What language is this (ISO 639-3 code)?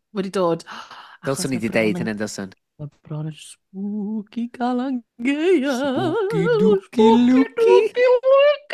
cym